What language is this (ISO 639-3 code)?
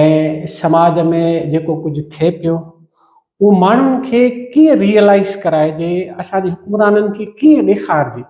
snd